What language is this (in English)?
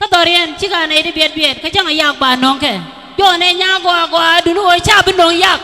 Nuer